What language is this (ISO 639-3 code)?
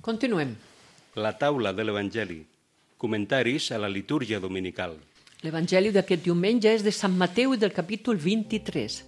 cat